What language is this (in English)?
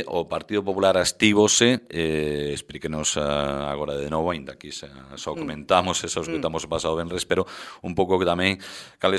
Galician